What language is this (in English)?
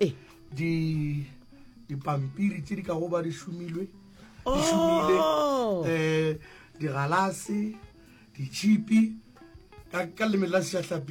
Northern Sotho